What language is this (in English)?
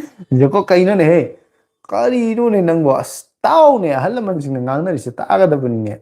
Manipuri